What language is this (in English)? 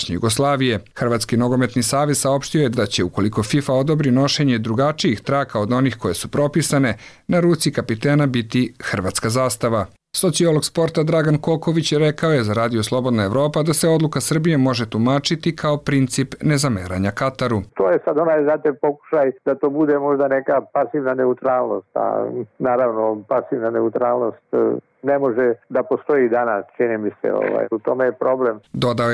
Serbian